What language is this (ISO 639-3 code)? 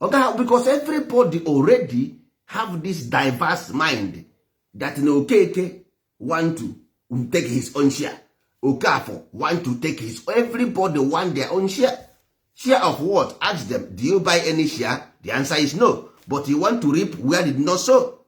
ibo